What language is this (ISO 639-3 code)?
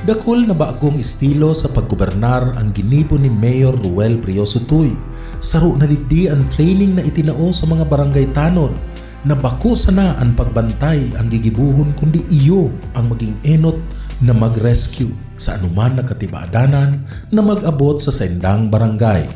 bik